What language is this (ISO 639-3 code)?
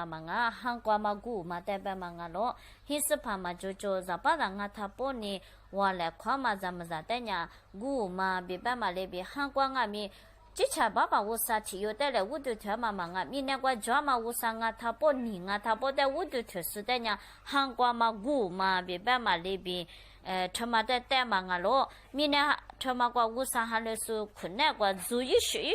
lis